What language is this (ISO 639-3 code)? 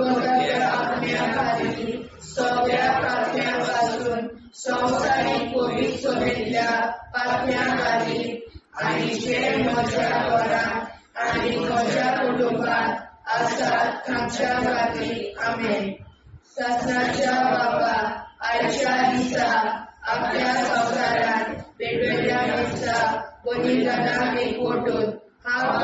kok